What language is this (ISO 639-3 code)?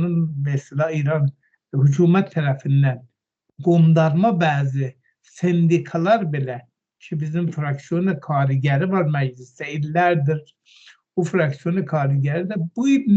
aze